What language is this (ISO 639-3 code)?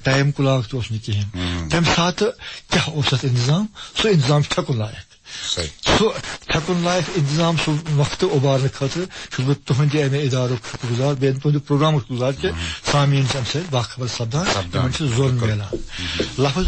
kas